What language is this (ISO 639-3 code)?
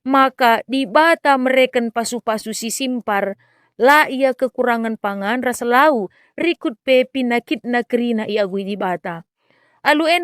btx